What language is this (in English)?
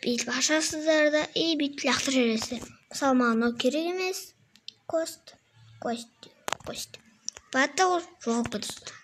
Kazakh